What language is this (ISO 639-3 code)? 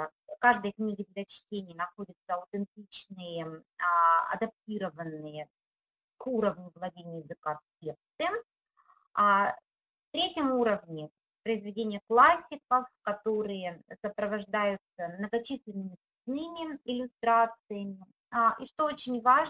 rus